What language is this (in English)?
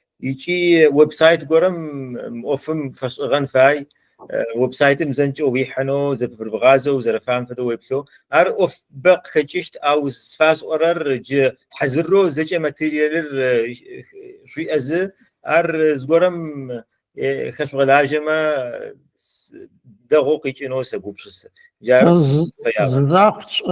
Adyghe